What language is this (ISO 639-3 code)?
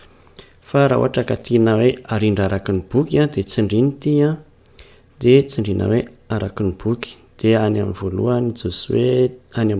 mlg